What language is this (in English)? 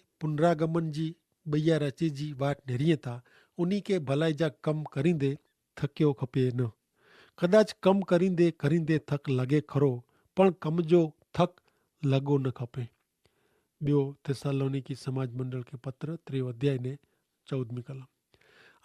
Kachhi